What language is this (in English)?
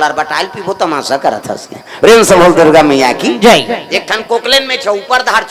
Chhattisgarhi